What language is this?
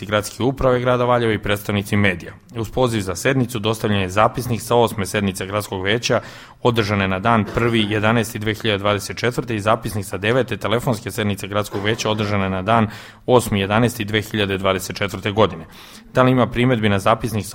Serbian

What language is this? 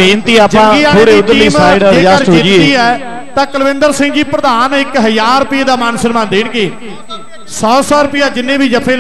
Punjabi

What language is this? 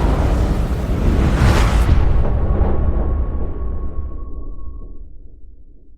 Riang (India)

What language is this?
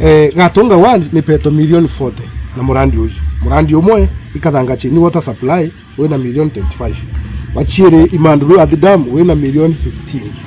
Meru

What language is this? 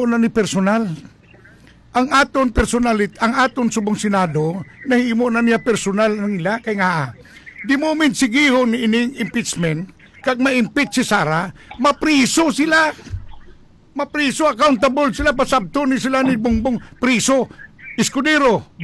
Hiligaynon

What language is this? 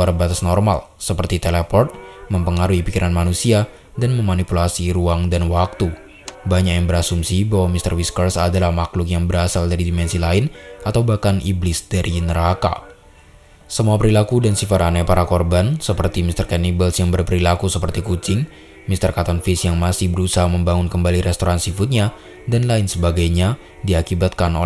Indonesian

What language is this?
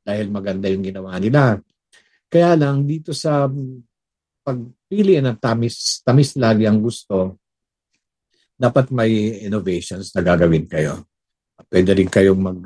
Filipino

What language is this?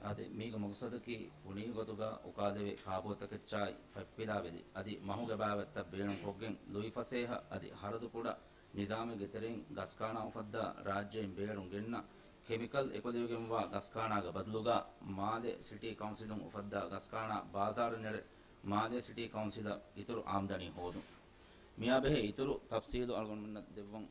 Divehi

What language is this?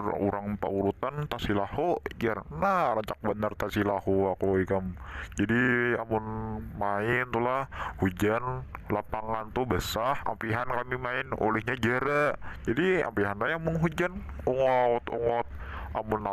Banjar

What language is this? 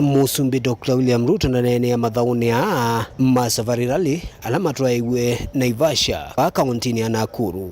Kamba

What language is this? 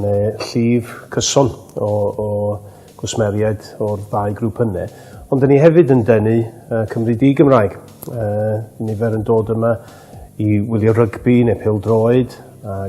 Welsh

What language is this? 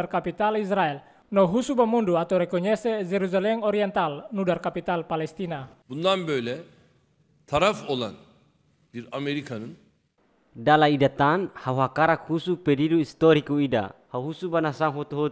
Tetum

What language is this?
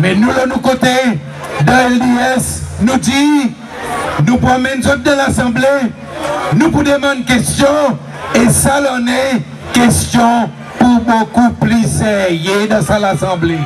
Seselwa Creole French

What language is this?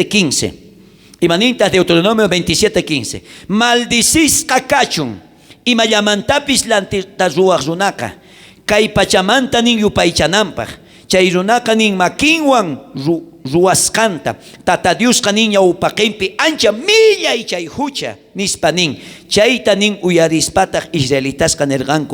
South Bolivian Quechua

